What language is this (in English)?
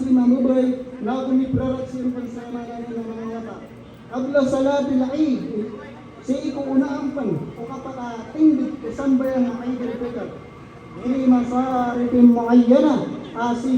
Maranao